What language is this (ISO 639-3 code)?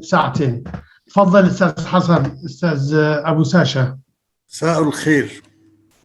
apc